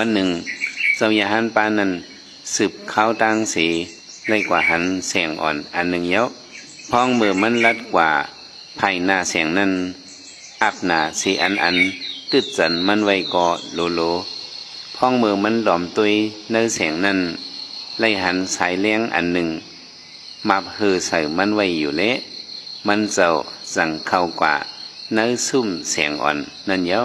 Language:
Shan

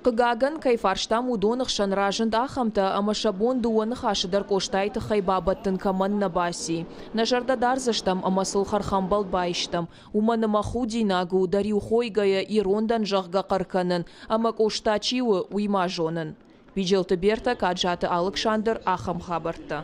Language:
Ossetic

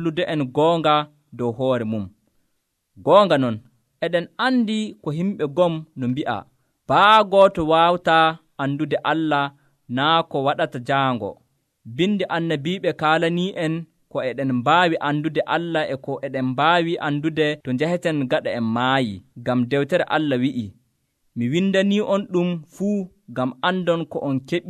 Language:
Nigerian Fulfulde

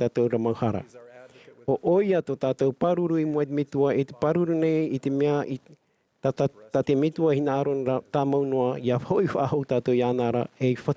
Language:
Tahitian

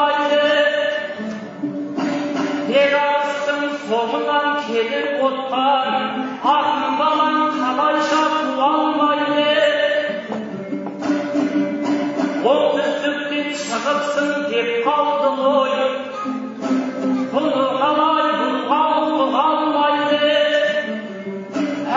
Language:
Kazakh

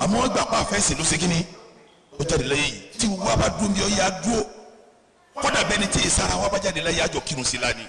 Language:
Yoruba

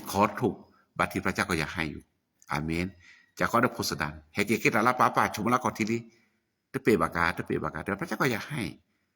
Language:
S'gaw Karen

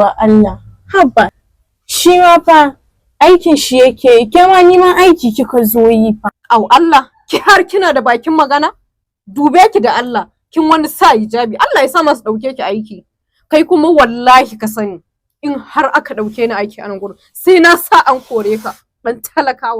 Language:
Hausa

